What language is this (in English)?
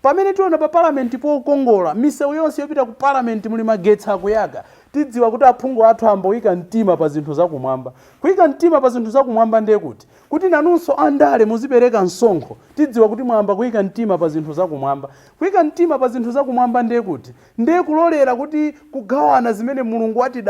Nyanja